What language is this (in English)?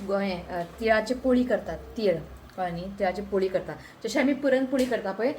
Konkani